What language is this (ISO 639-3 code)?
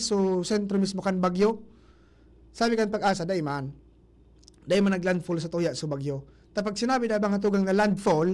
bik